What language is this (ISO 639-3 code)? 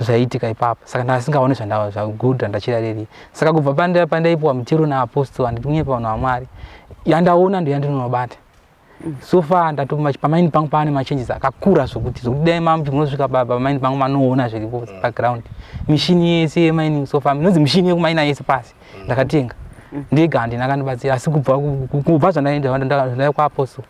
sna